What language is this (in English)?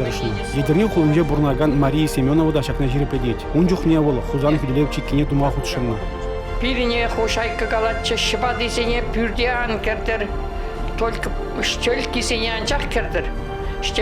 Chuvash